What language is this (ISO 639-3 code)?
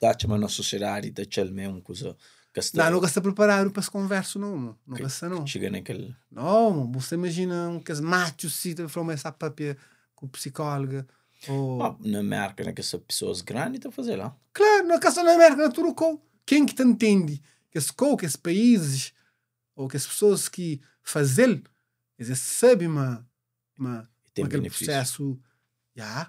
kea